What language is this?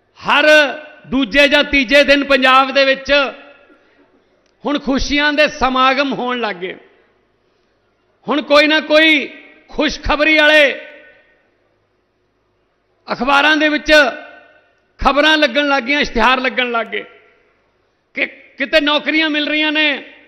Punjabi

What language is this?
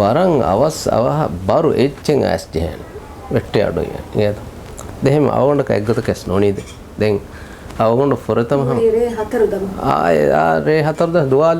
Divehi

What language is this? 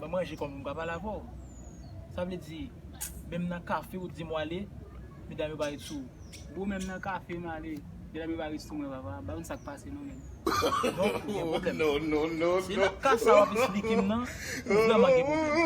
Haitian Creole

